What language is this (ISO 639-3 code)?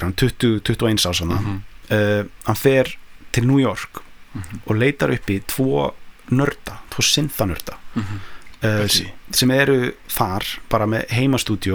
isl